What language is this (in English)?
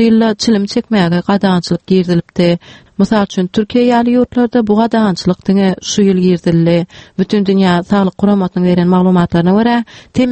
Turkmen